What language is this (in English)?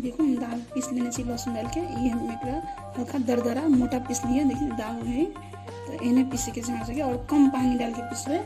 Maithili